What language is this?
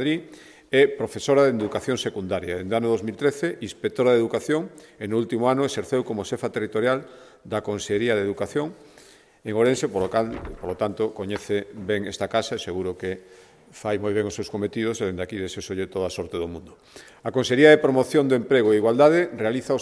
Galician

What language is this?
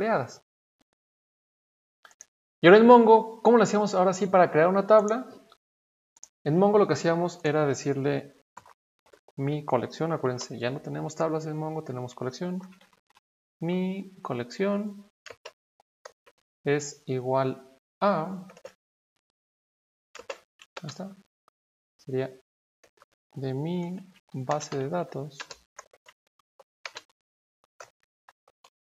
Spanish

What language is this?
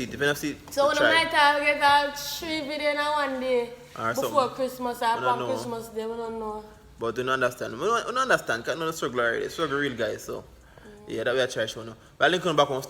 Jamaican Creole English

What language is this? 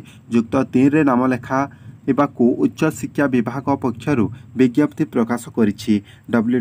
Odia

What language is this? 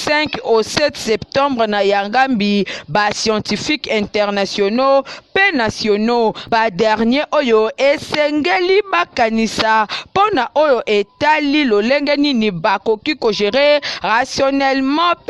Lingala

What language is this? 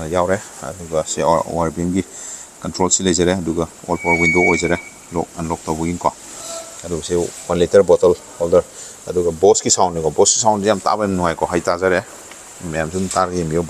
Manipuri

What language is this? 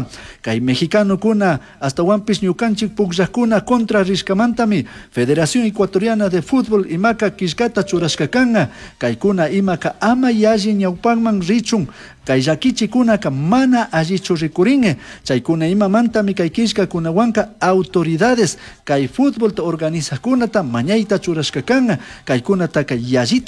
Chimborazo Highland Quichua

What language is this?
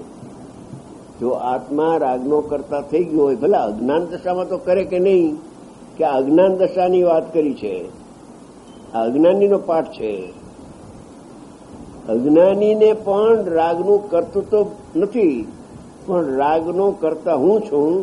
Gujarati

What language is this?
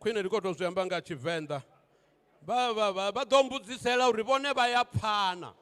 Venda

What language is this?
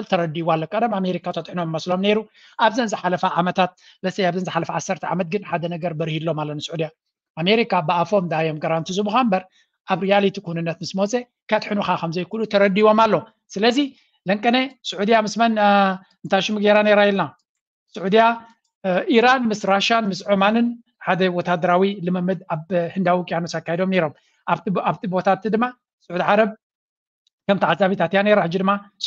Tigrinya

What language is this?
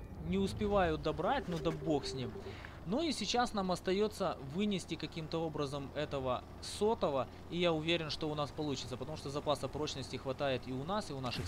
Russian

